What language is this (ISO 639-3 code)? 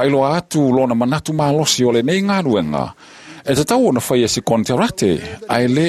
smo